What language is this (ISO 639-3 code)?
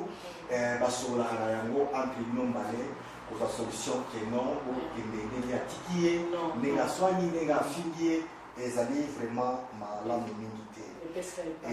lin